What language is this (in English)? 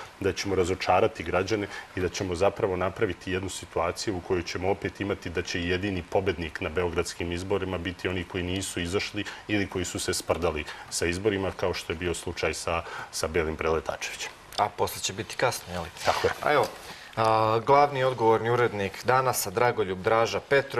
Serbian